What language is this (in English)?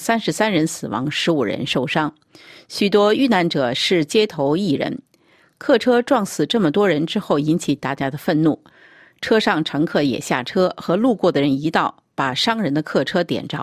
Chinese